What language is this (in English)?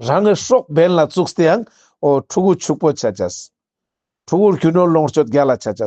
Ladakhi